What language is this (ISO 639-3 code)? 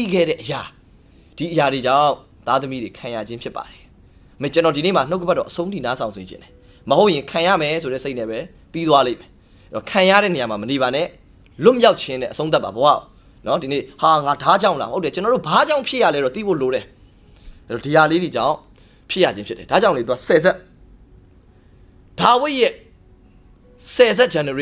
mya